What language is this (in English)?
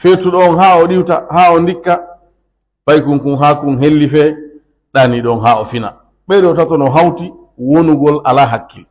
Pular